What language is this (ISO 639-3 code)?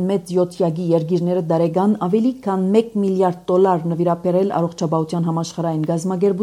hye